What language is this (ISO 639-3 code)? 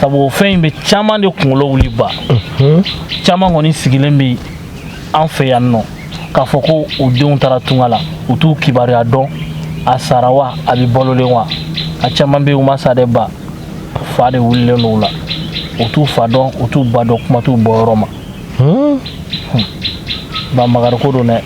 bam